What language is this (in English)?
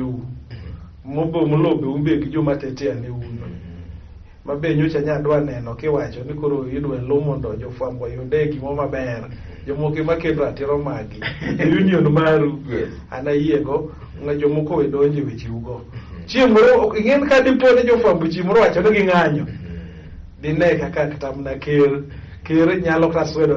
Luo (Kenya and Tanzania)